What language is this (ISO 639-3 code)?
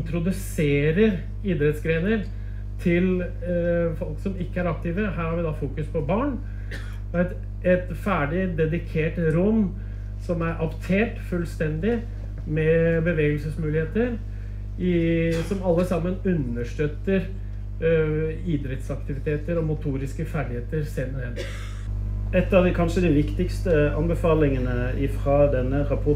nor